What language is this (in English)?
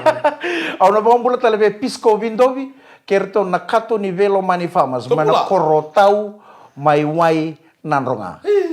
Fijian